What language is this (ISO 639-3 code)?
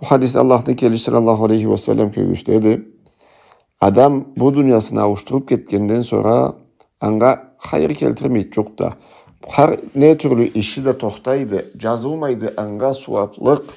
krc